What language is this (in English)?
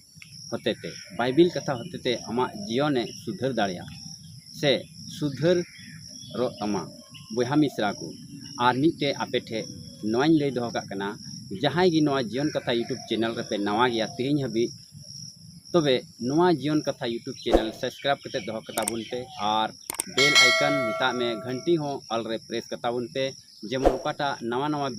Santali